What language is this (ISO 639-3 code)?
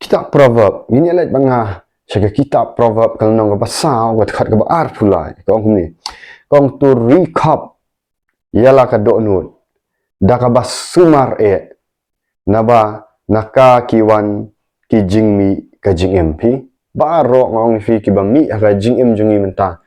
kha